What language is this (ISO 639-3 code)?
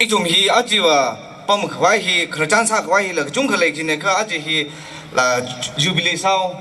nmf